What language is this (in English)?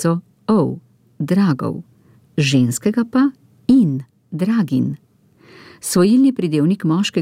Slovenian